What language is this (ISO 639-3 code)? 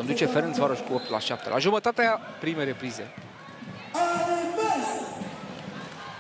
ron